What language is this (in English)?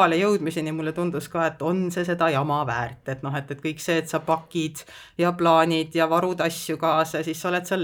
Estonian